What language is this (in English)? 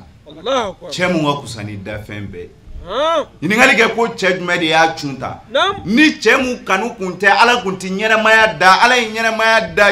Bambara